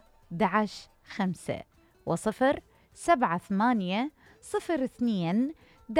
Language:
Mesopotamian Arabic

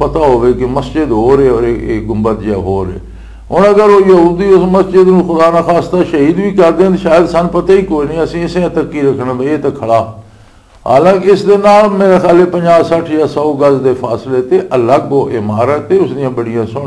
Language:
Western Panjabi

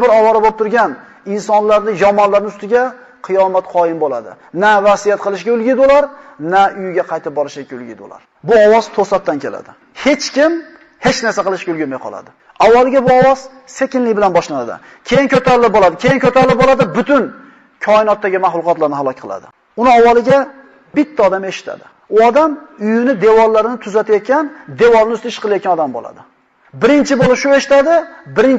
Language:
Uzbek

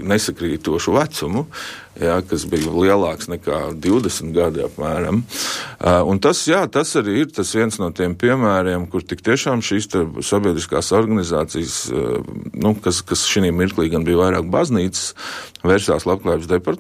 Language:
Latvian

